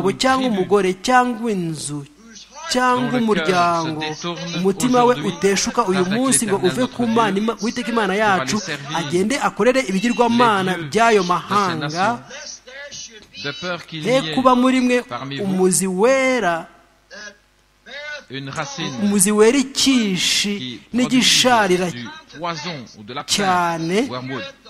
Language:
Kinyarwanda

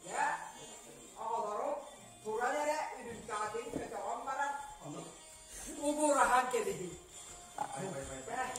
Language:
Yakut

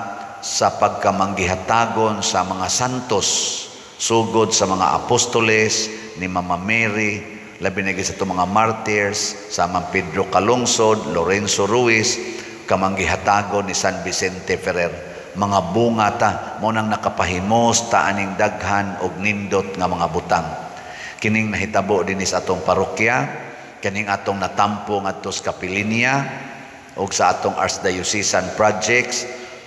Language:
Cebuano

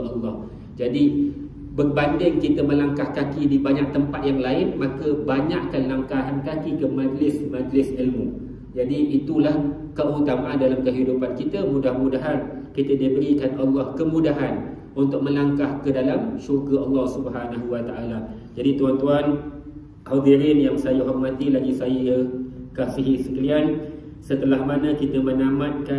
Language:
Malay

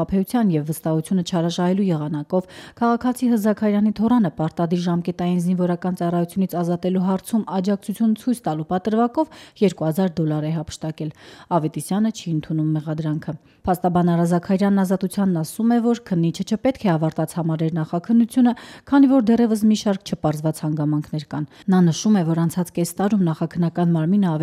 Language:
Armenian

